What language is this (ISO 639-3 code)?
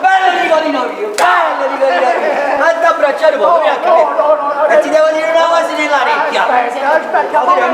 nap